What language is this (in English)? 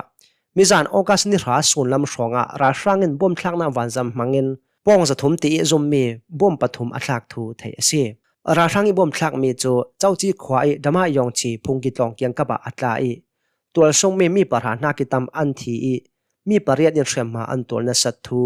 Hakha Chin